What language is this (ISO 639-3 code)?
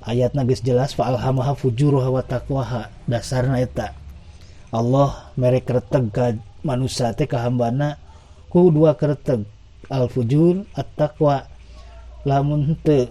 sun